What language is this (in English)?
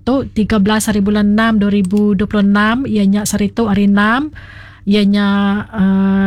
Iban